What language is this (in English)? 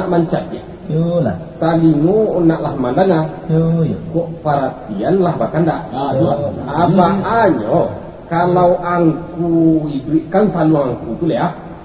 Minangkabau